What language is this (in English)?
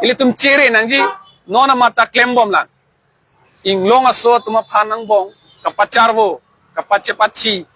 Karbi